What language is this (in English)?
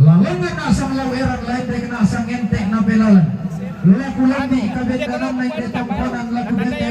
Toraja-Sa'dan